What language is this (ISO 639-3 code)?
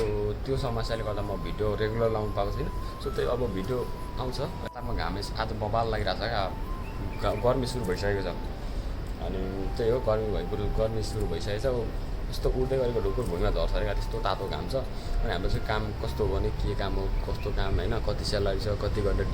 nep